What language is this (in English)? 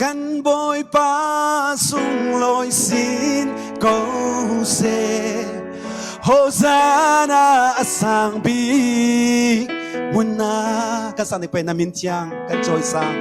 Falam Chin